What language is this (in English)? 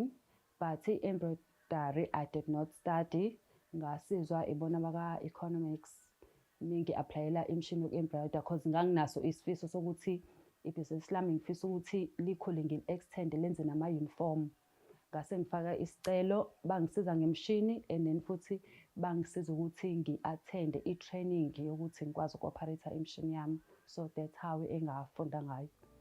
Zulu